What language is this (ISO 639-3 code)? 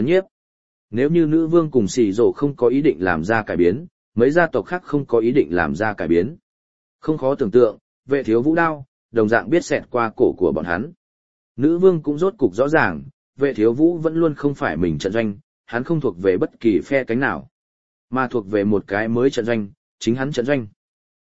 vie